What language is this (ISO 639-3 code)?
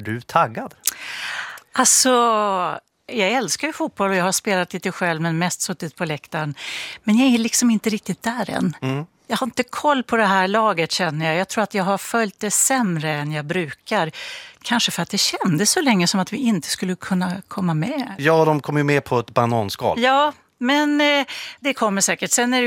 swe